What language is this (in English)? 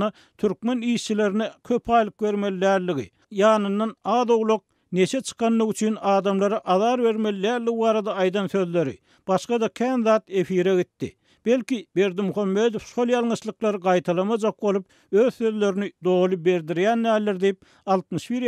Turkmen